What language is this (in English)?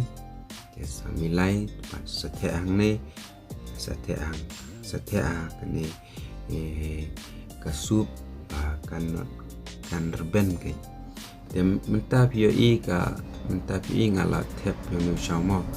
Khasi